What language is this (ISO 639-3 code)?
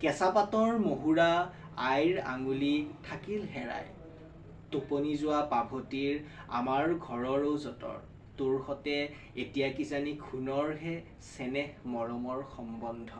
asm